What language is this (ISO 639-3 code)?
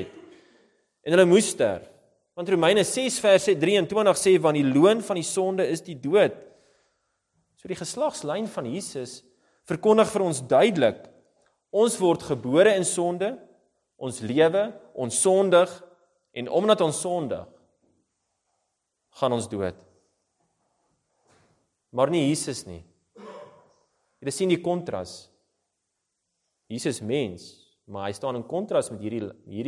afr